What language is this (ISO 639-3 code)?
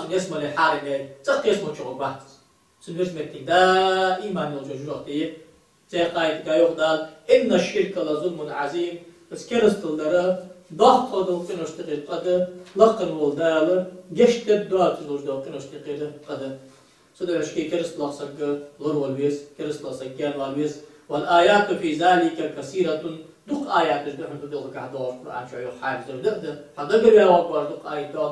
inh